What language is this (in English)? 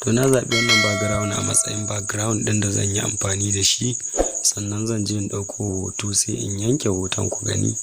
Hausa